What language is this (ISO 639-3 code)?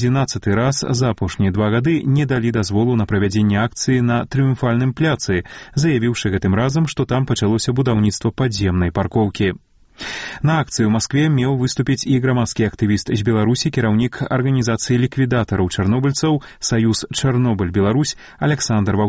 bel